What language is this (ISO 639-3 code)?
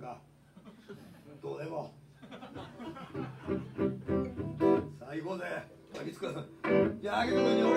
jpn